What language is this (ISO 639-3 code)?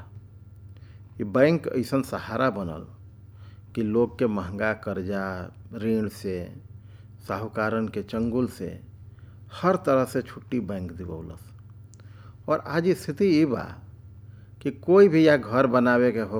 bho